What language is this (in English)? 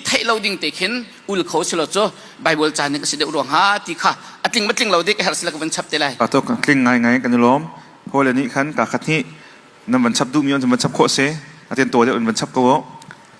Hakha Chin